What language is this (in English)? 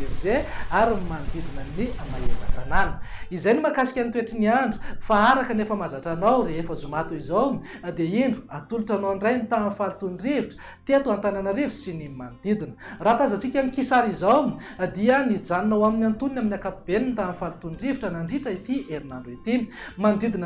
Malagasy